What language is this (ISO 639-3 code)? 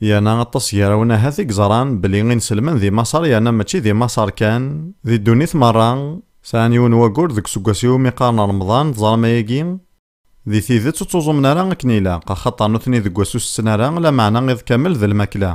kab